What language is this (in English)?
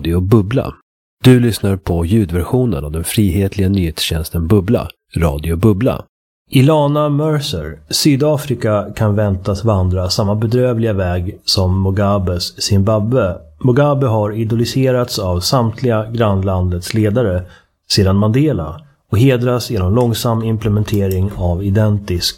Swedish